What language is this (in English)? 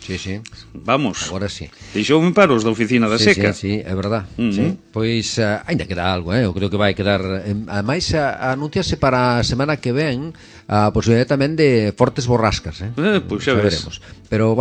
Galician